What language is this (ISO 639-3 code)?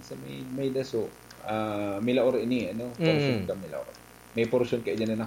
bik